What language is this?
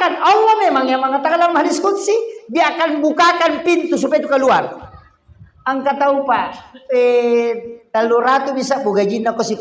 Buginese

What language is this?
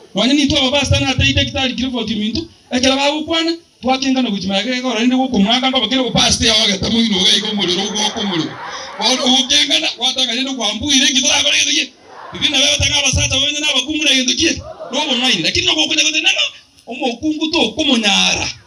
Gusii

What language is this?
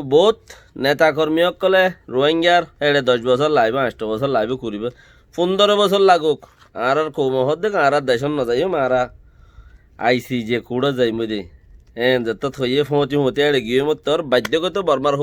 Rohingya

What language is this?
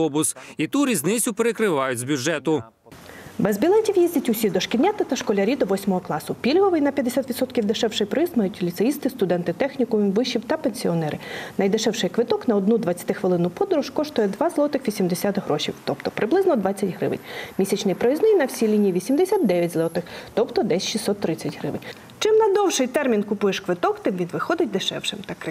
Ukrainian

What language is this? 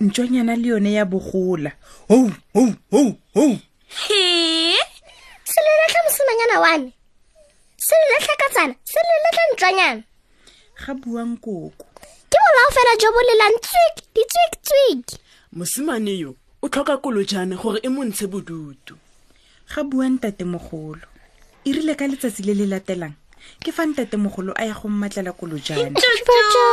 Tswana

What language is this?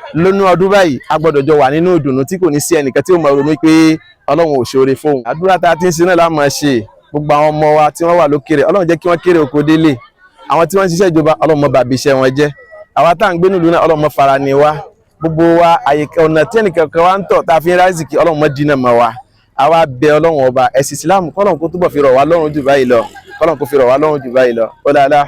Yoruba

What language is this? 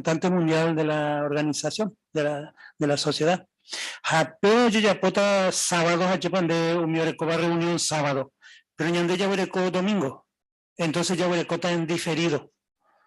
Guarani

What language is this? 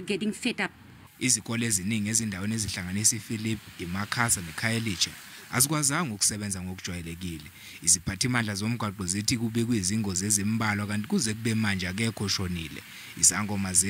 Zulu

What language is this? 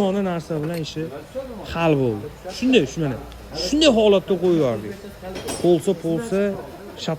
Uzbek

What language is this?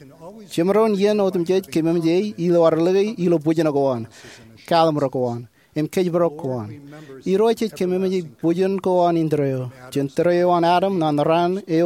Marshallese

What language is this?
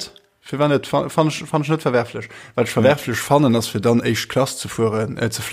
Luxembourgish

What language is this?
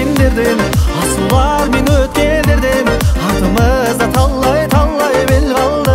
Kazakh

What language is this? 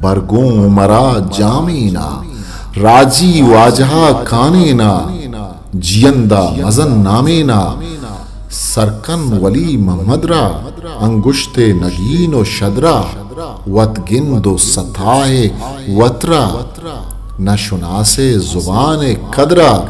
Eastern Balochi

